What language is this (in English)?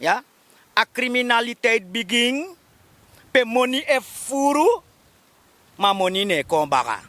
Sranan Tongo